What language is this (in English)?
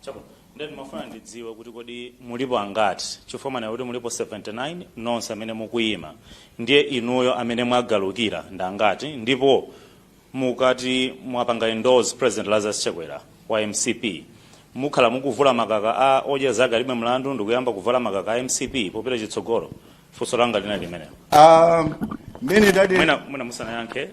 Nyanja